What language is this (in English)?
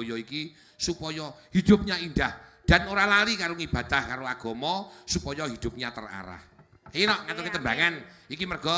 Javanese